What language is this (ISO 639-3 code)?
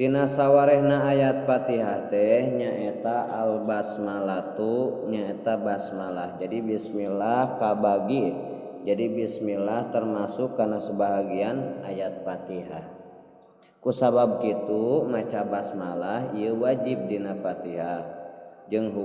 sun